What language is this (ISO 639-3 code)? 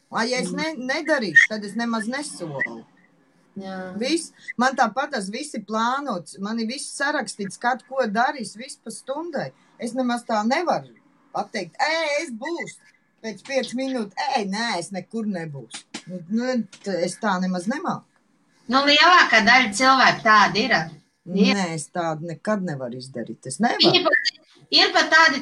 lav